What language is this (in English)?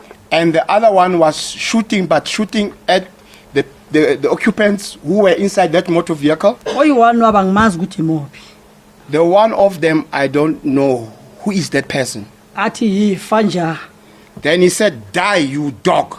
Venda